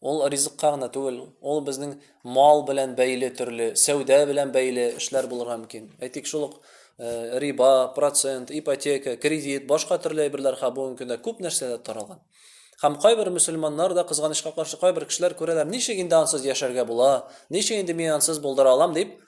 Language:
Tatar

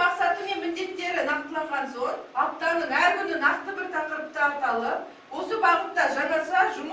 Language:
Kazakh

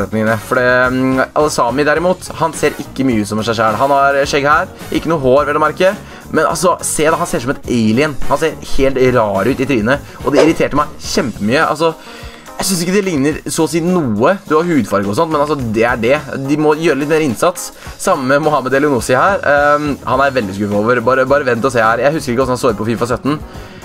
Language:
Norwegian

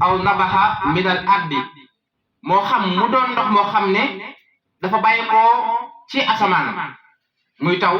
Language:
Wolof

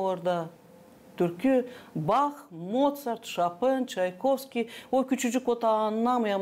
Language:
Gagauz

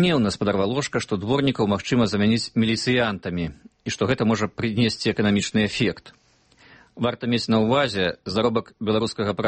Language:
Belarusian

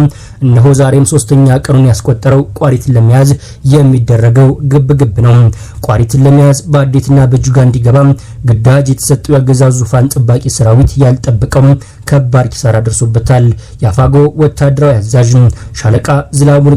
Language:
Amharic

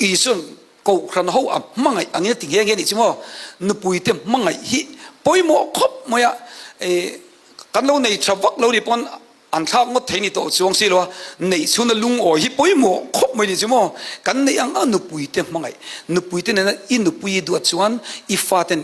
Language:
Hakha Chin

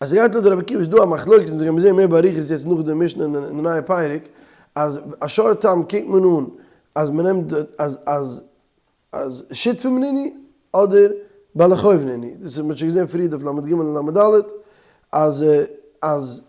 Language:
Yiddish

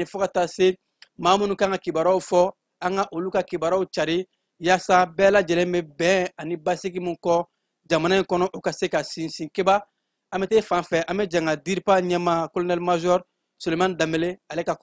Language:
Bambara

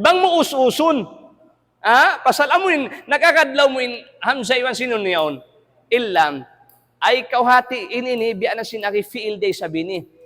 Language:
Tausug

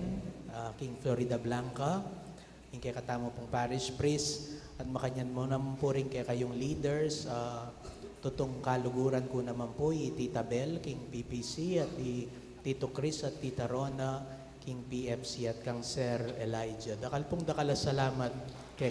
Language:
Pampanga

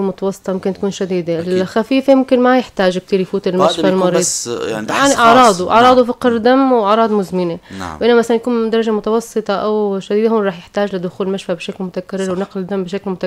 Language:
North Levantine Arabic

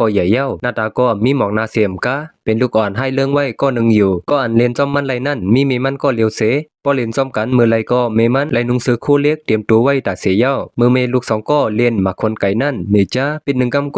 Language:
Shan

